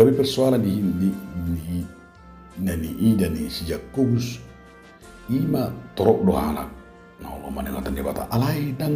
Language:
Batak Toba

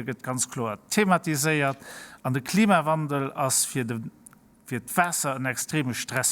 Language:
Luxembourgish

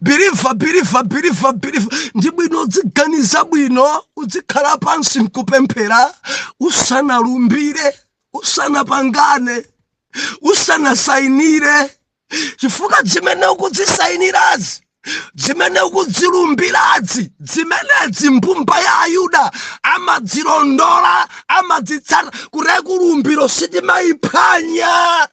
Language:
Nyanja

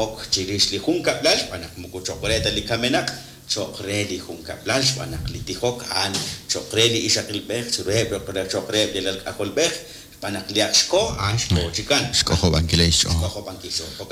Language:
Kekchí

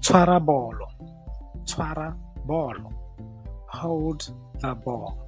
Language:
Tswana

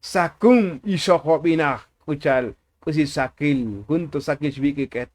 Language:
Tzotzil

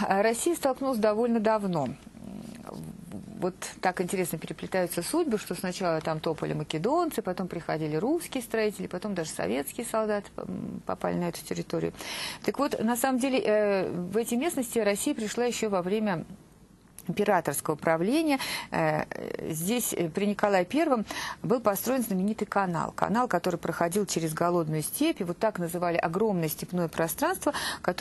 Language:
Russian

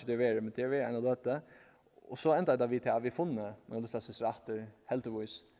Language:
Faroese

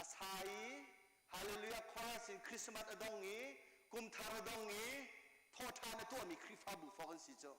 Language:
Hakha Chin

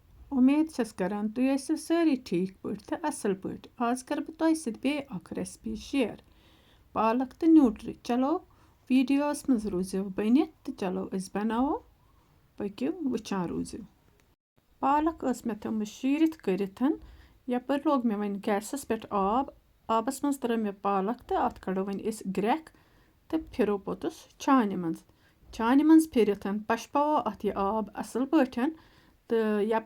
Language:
Kashmiri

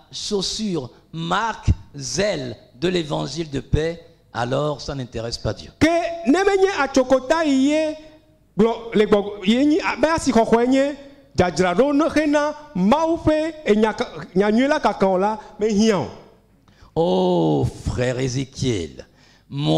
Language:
Ewe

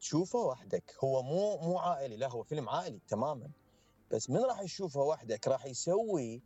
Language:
Mesopotamian Arabic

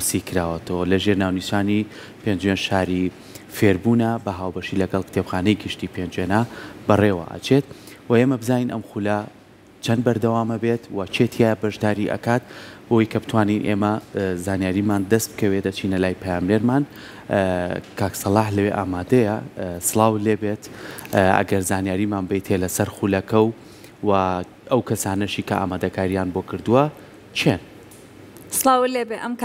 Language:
Central Kurdish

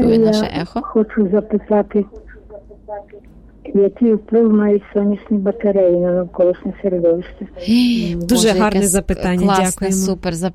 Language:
Ukrainian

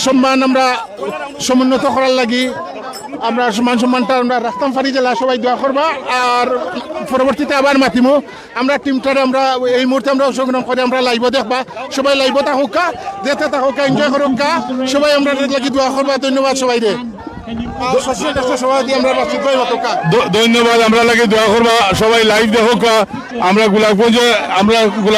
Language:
Sylheti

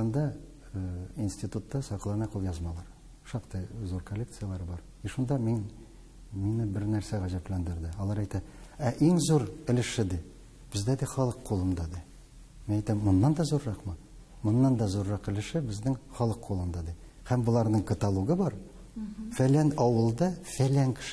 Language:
Tatar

